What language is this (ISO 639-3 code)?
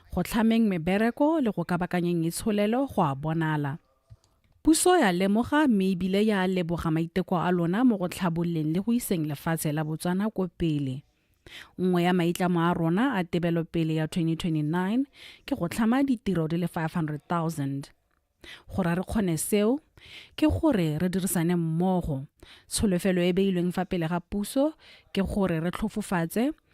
tsn